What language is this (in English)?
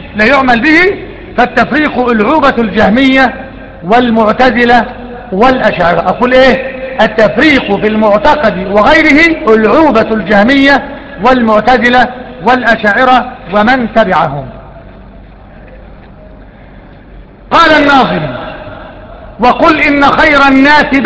Arabic